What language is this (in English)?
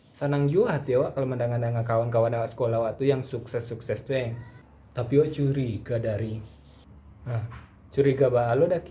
Minangkabau